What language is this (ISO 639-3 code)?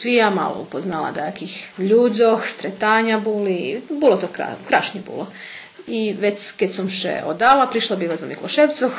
rue